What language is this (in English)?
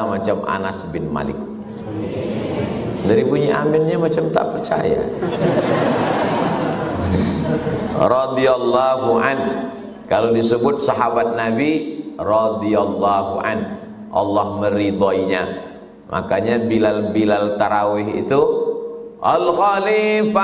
Indonesian